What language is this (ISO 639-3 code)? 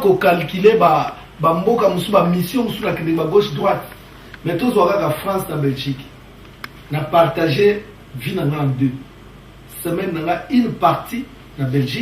lin